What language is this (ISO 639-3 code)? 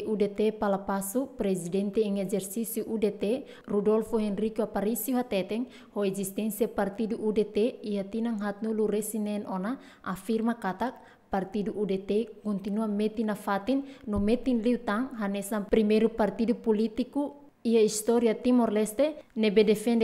tet